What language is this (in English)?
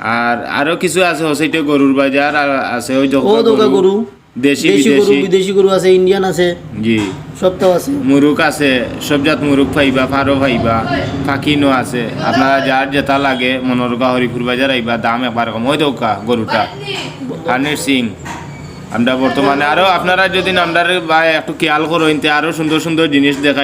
Sylheti